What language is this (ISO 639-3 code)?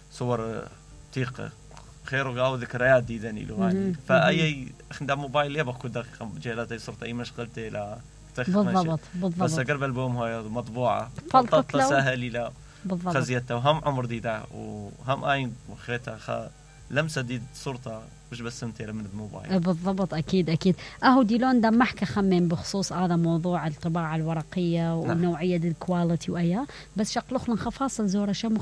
acm